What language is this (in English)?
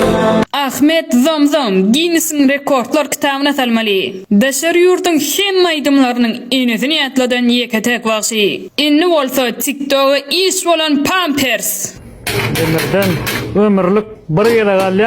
Turkmen